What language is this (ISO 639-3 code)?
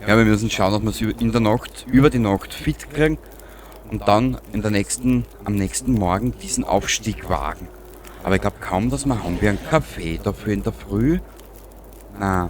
bar